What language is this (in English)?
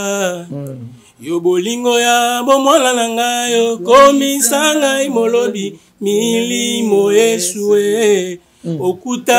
Lingala